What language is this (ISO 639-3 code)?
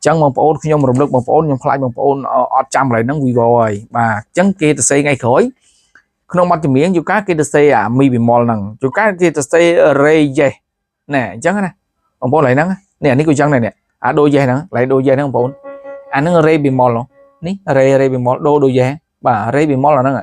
khm